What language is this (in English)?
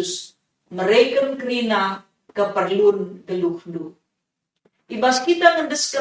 Batak Karo